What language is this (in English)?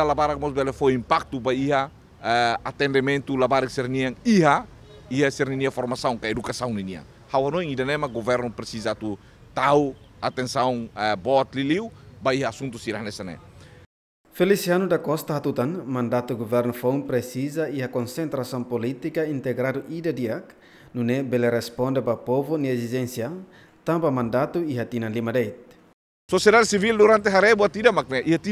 Tetum